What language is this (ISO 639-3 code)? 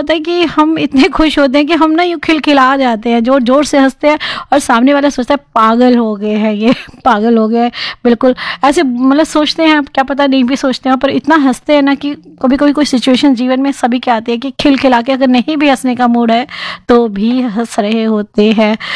hin